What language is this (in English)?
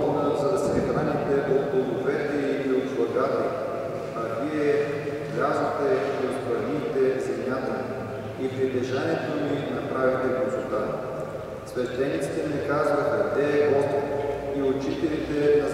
Bulgarian